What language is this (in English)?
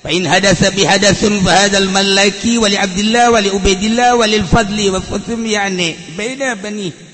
Sundanese